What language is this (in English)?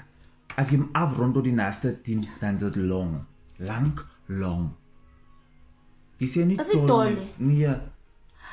Afrikaans